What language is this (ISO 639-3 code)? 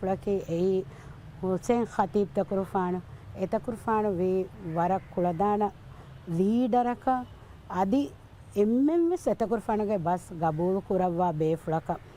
div